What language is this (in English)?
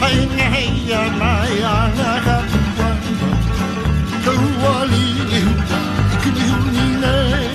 Hawaiian